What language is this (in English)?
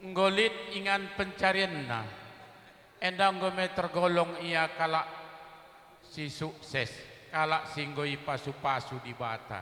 Batak Karo